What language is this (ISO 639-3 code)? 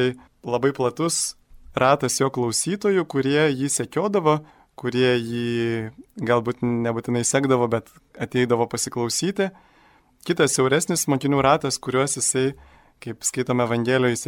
lit